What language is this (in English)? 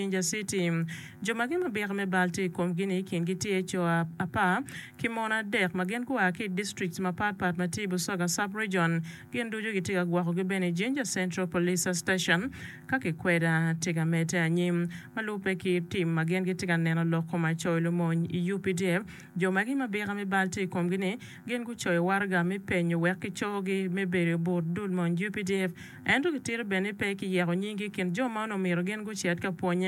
Acoli